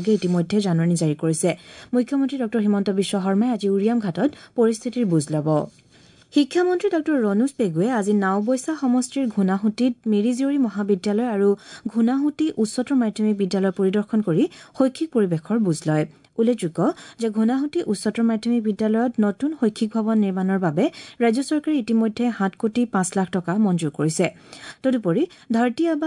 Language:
Assamese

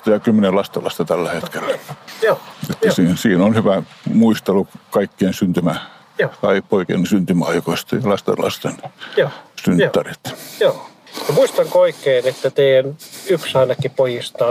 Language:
Finnish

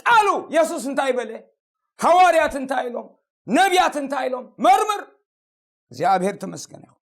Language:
Tigrinya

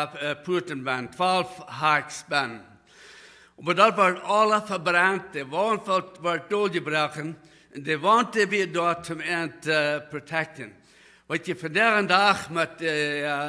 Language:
Plautdietsch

